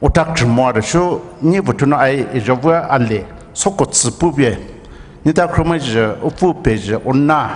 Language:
Poumei Naga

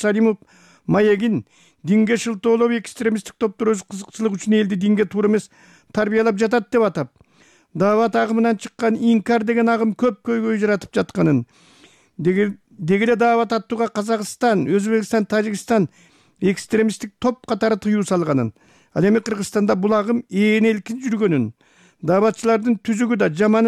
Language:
Kyrgyz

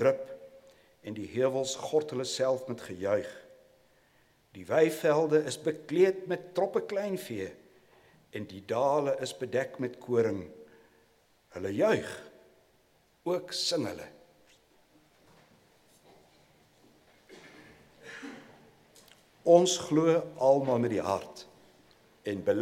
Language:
Afrikaans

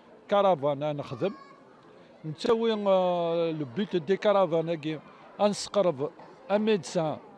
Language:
Kabyle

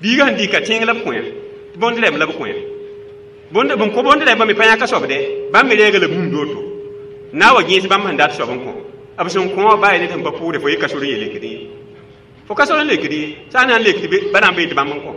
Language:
Mossi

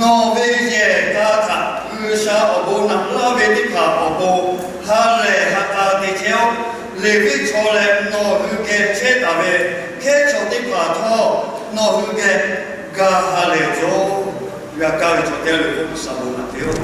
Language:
Lahu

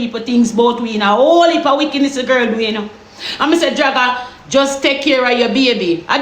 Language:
Jamaican Creole English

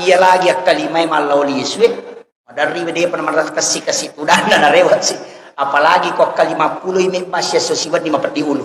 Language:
Buginese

